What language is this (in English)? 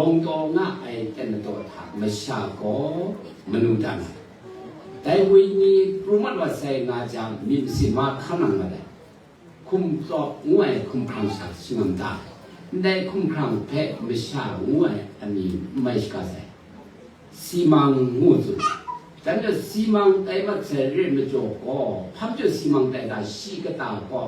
Kachin